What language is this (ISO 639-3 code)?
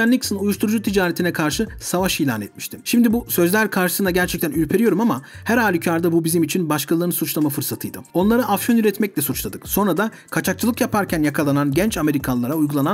tur